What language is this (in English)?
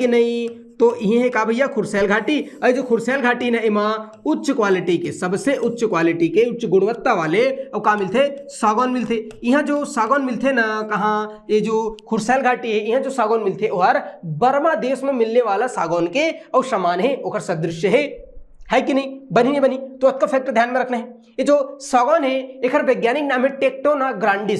Chhattisgarhi